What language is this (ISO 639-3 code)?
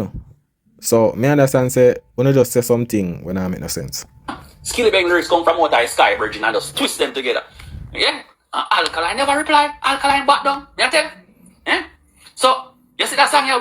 jam